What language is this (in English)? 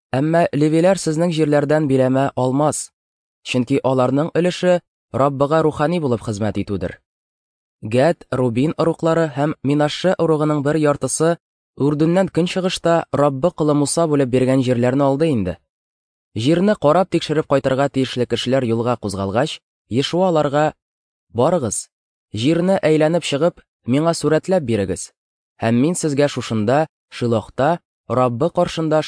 Tatar